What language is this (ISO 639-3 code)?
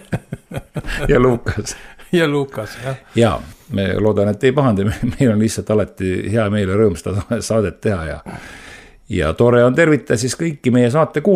est